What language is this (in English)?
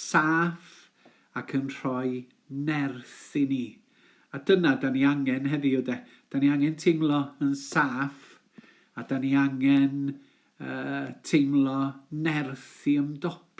Welsh